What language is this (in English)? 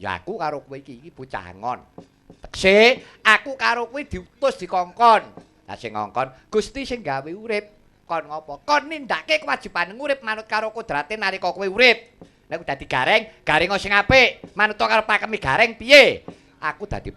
Javanese